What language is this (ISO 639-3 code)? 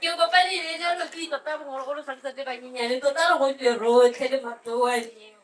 tsn